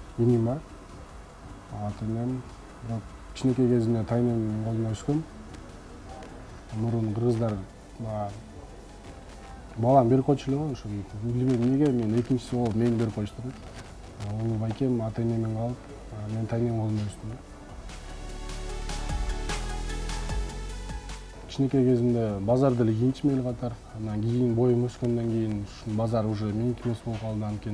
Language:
Kyrgyz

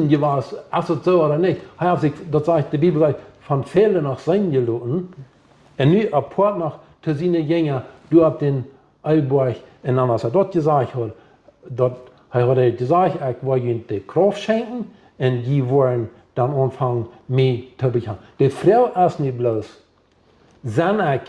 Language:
Plautdietsch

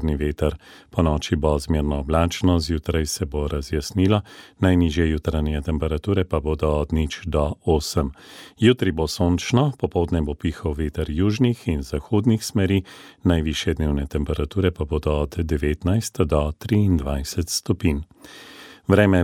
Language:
Slovenian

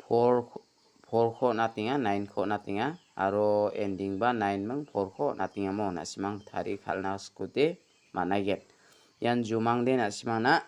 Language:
Garo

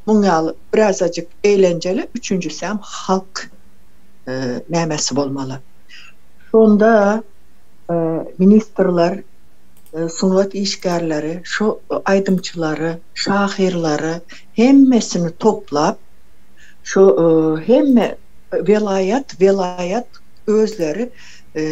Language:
Turkmen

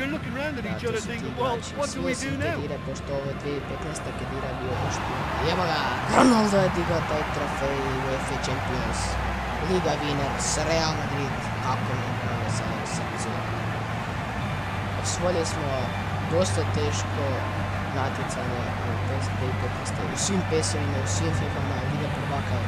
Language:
Croatian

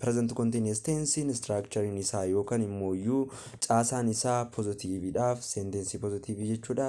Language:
Oromo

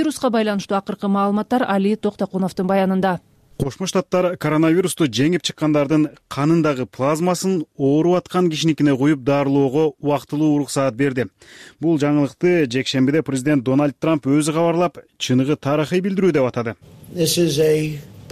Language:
Kyrgyz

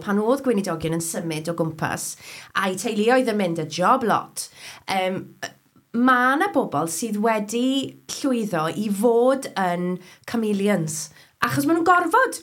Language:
Welsh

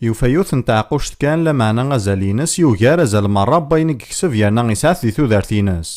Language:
Kabyle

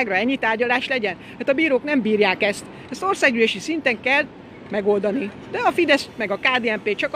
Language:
Hungarian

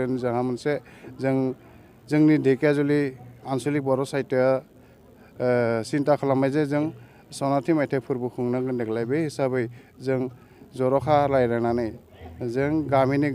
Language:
Bodo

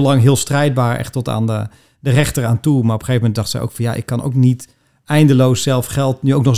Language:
Dutch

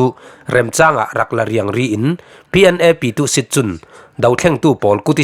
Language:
Falam Chin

